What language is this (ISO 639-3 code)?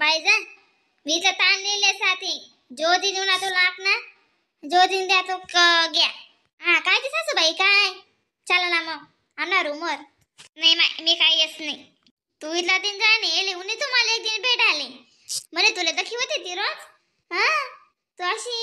khn